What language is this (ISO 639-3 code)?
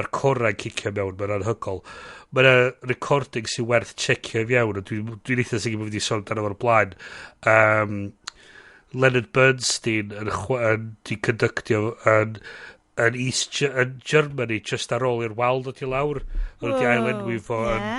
cym